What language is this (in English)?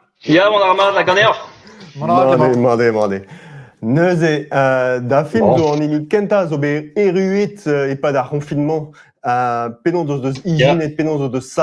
Breton